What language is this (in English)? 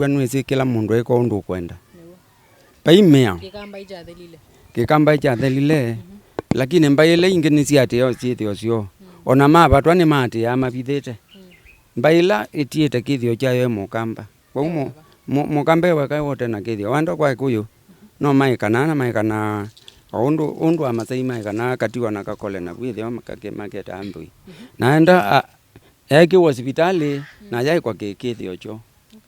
Kamba